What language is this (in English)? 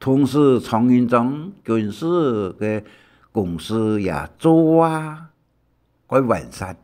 Hakka Chinese